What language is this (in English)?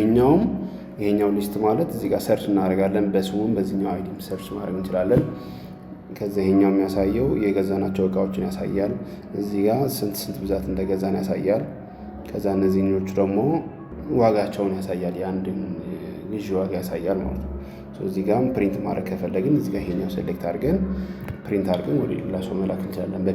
Amharic